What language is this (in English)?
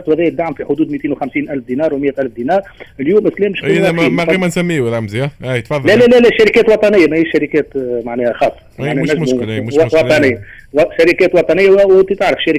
Tunisian Arabic